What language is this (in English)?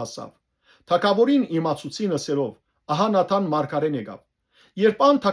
Western Armenian